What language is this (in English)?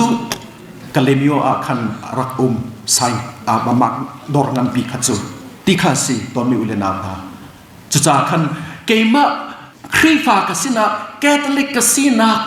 Hakha Chin